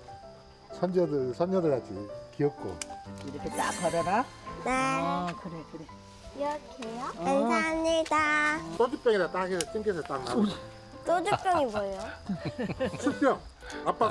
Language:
Korean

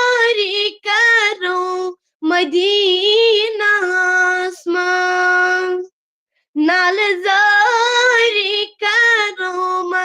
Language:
Kashmiri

